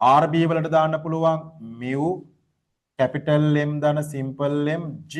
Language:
Sinhala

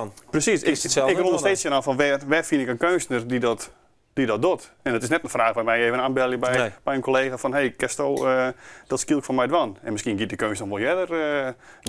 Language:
Western Frisian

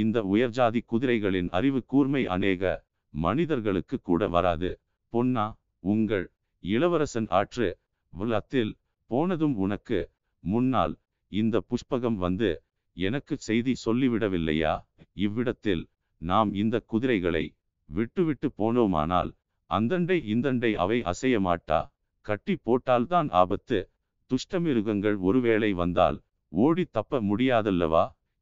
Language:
Tamil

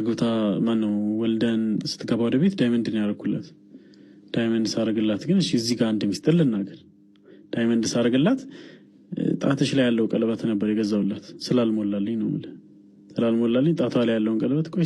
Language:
Amharic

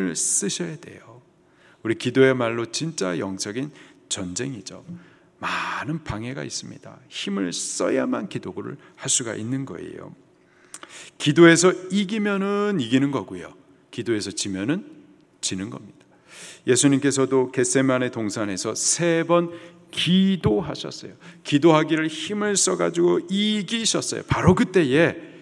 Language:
Korean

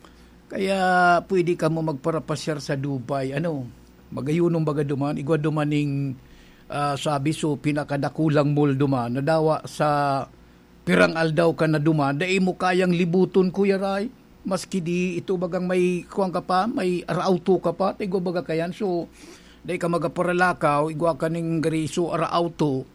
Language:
Bikol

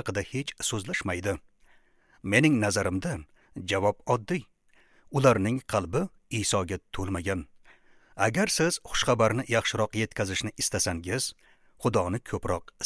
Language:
Uzbek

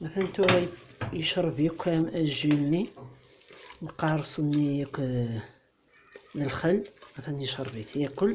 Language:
Kabyle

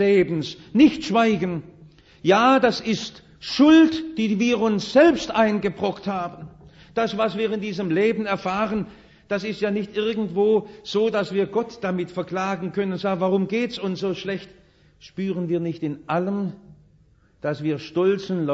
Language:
German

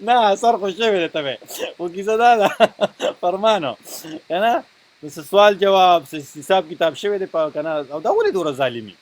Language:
Pashto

